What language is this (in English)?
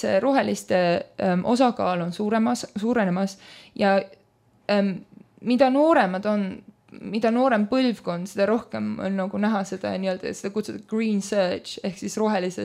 Estonian